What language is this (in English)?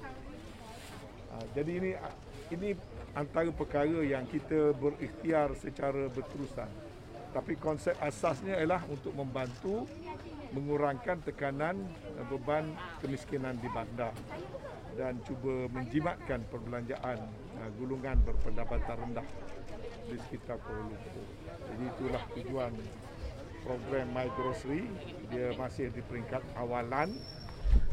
Malay